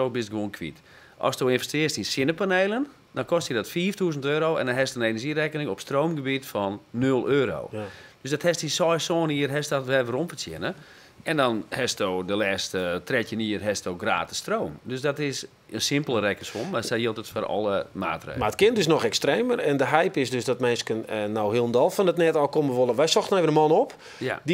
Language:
Western Frisian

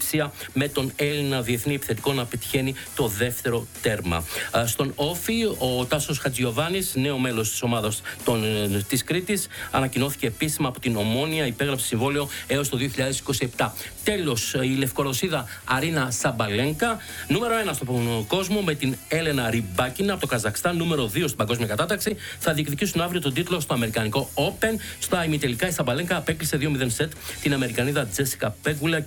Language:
Greek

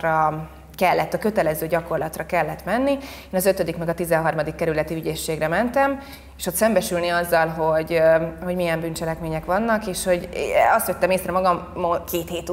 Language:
Hungarian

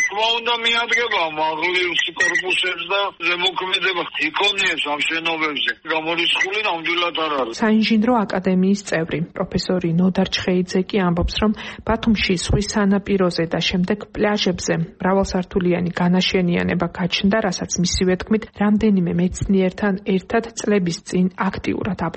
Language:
Georgian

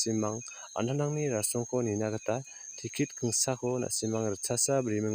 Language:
Garo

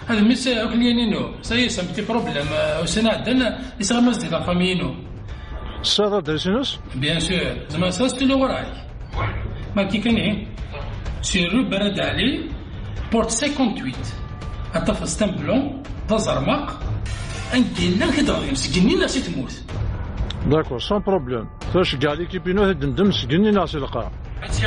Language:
Kabyle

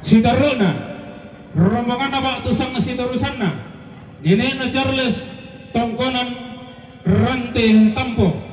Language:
Toraja-Sa'dan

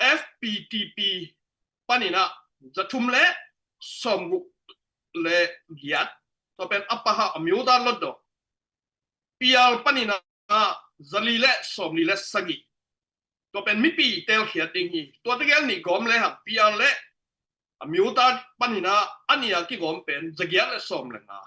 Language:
Tedim Chin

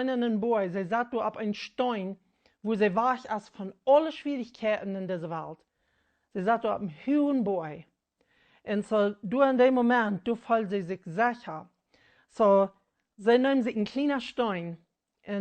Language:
Plautdietsch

